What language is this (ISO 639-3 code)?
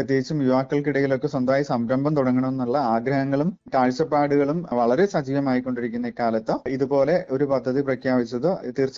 mal